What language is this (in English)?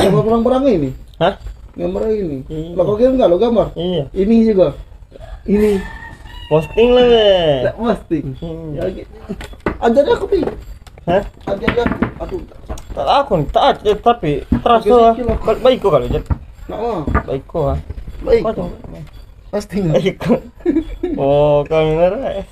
Musi